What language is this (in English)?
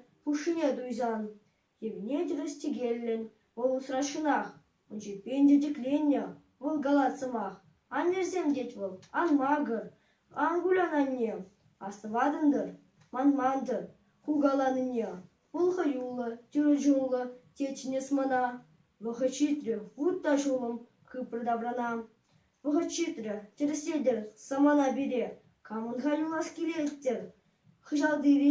Chuvash